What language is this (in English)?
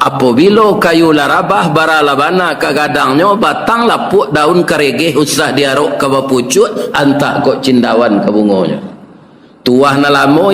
Minangkabau